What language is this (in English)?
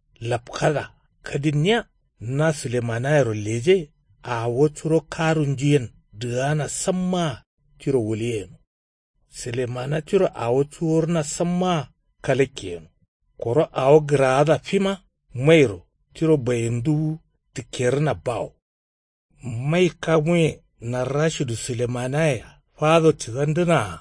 Kanuri